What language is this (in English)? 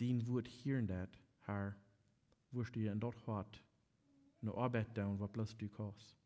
Plautdietsch